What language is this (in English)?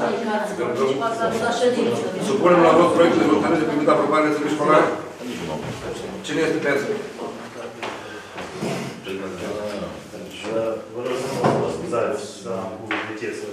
Romanian